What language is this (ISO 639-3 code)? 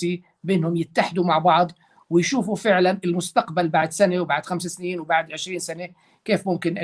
apc